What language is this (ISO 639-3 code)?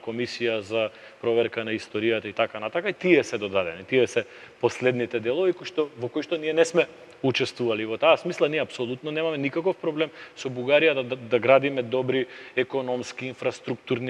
mkd